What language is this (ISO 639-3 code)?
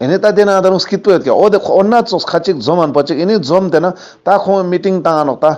lbj